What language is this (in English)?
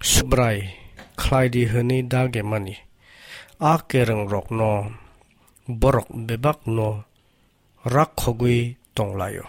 Kok Borok